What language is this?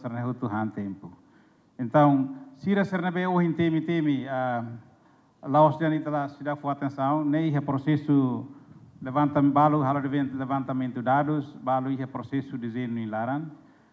Tetum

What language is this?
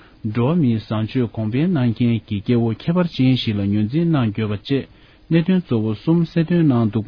Tibetan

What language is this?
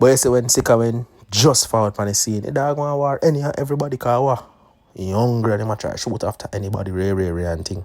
Jamaican Creole English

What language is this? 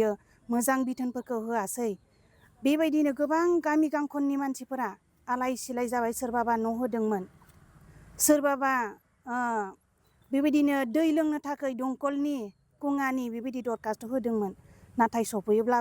Bodo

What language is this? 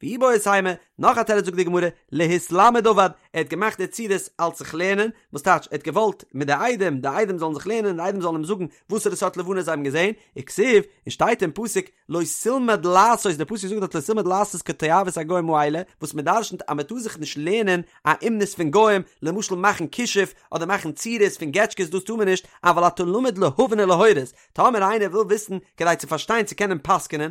Yiddish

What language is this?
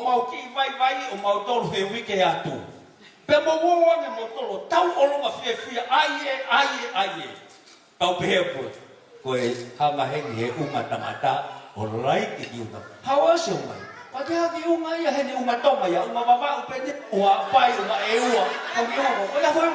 Tongan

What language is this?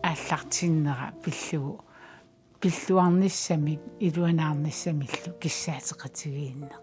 Kalaallisut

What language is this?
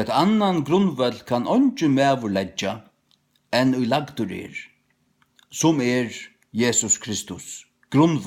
Faroese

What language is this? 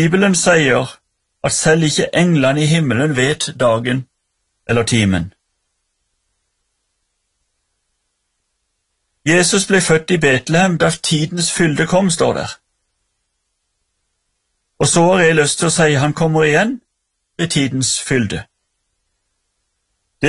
Norwegian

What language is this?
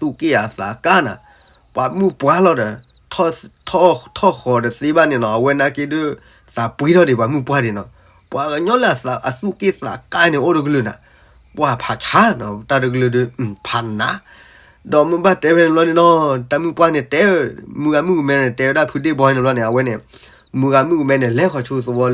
S'gaw Karen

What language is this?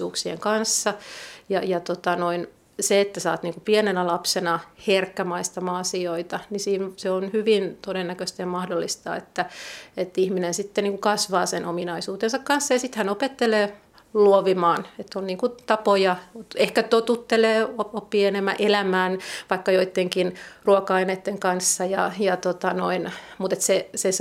Finnish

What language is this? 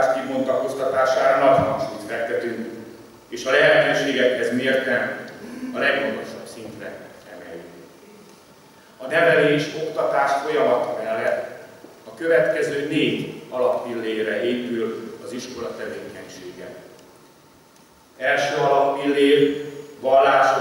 Hungarian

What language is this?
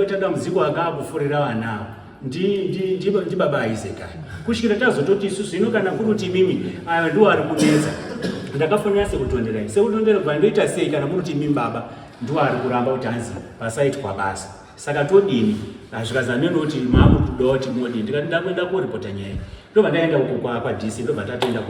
Shona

